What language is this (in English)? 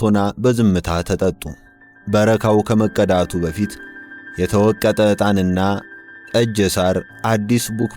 Amharic